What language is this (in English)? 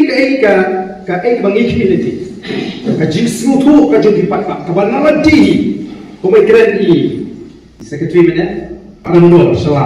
Khasi